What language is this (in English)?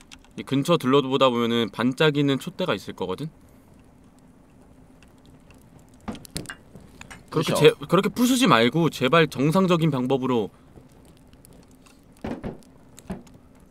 Korean